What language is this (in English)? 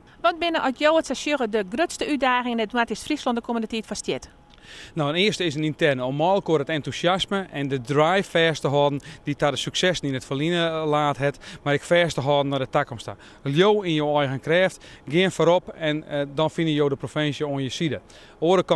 Western Frisian